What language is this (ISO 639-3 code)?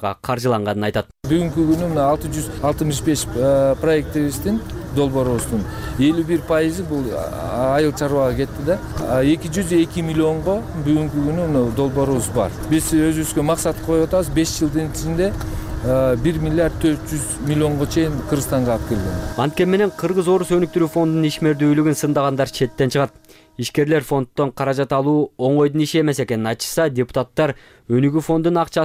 kir